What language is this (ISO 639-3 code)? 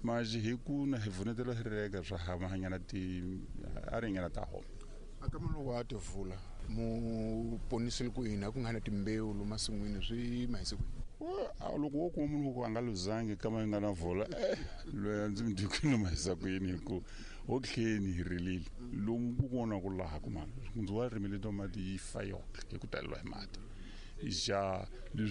tso